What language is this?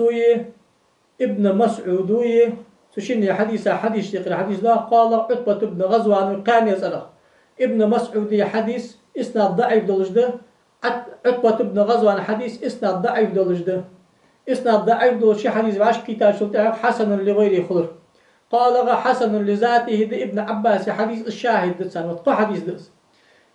Ingush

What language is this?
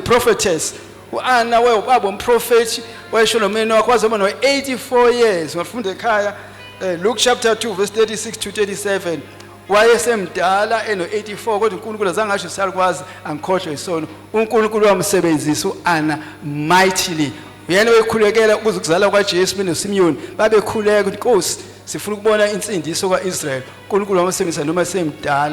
Zulu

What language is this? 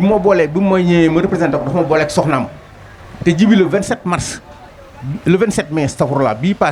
Wolof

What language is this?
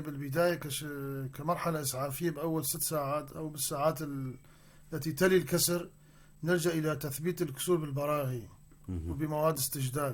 North Levantine Arabic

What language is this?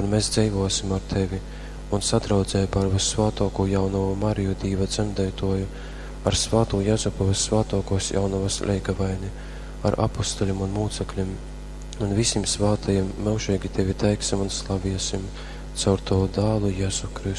Latgalian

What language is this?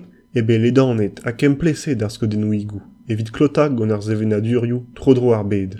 Breton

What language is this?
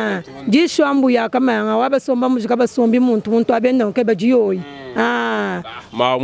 Luba-Lulua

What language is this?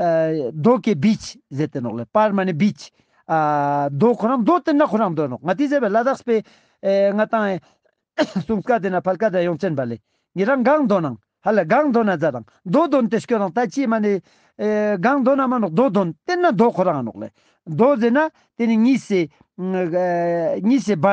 Ladakhi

